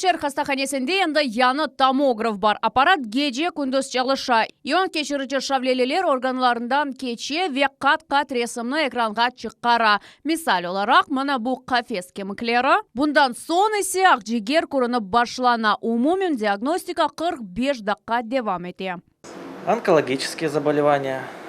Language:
Crimean Tatar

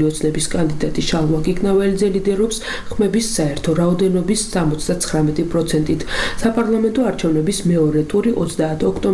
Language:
Georgian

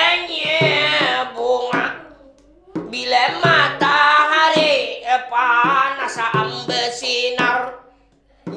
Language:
Banjar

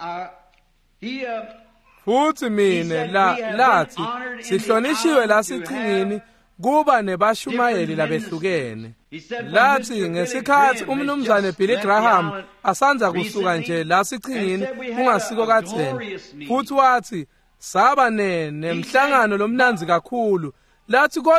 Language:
Swati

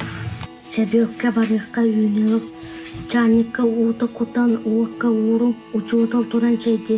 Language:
Yakut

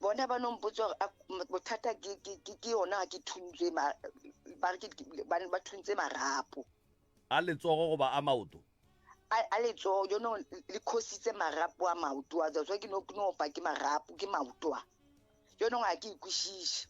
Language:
Northern Sotho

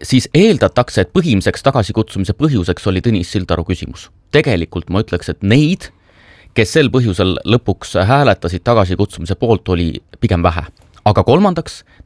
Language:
Estonian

